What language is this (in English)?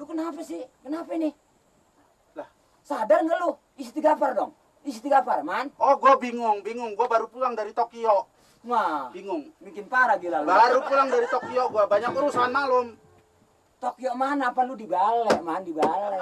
Betawi